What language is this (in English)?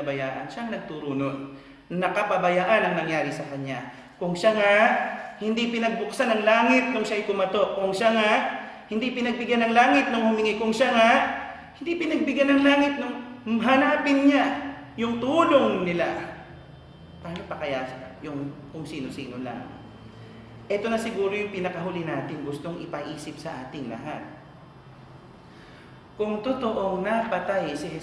Filipino